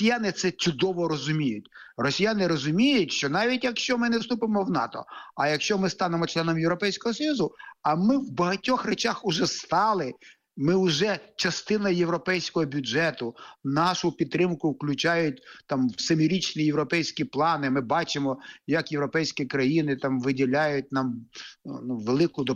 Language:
Ukrainian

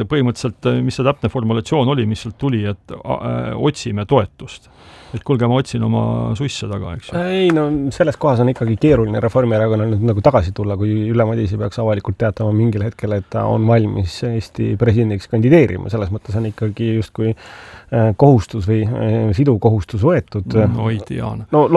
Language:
Estonian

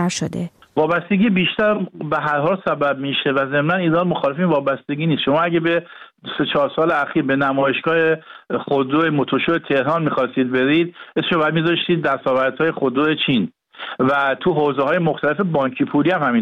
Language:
Persian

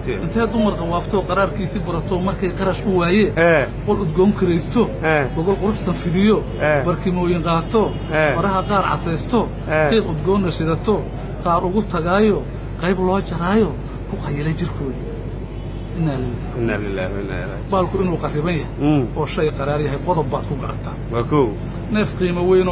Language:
Somali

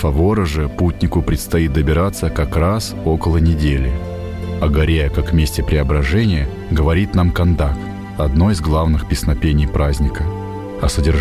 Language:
Russian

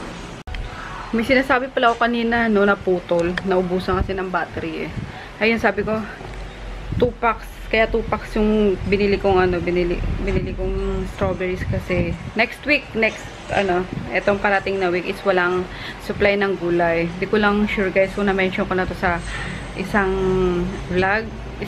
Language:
Filipino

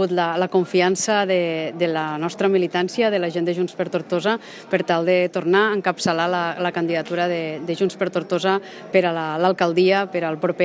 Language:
Catalan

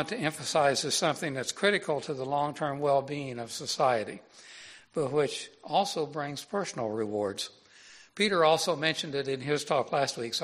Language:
English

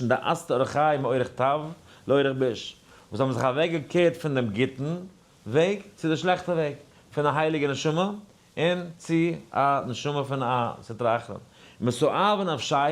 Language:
Yiddish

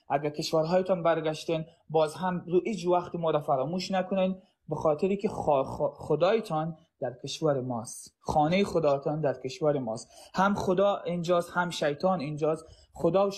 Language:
Persian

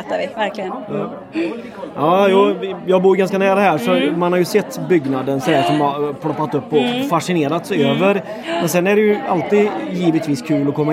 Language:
Swedish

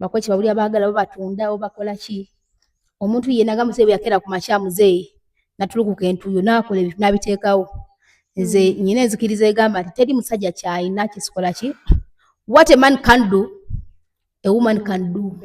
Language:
Ganda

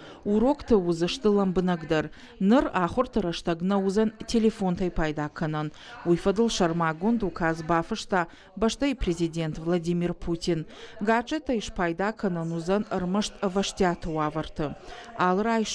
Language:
Ossetic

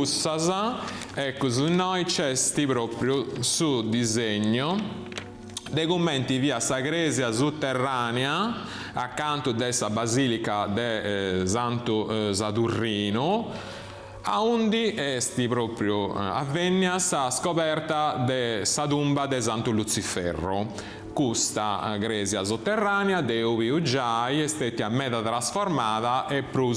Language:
Sardinian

